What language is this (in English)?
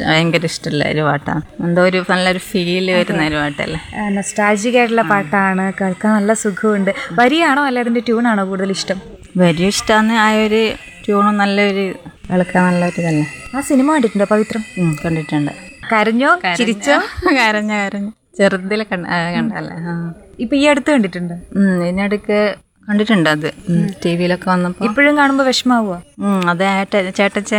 Malayalam